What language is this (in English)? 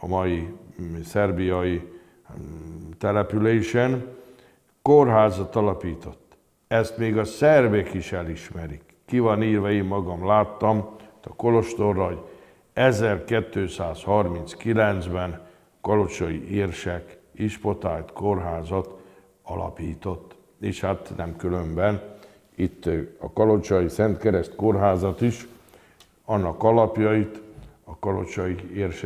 Hungarian